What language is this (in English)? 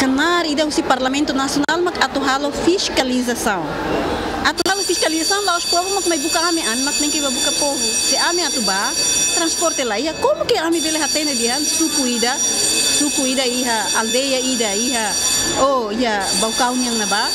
Tetum